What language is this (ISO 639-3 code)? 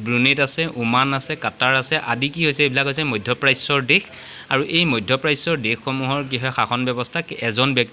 asm